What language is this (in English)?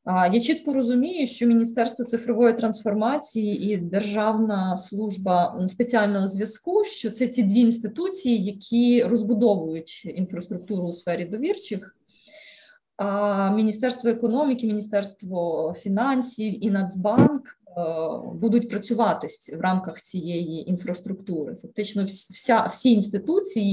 Ukrainian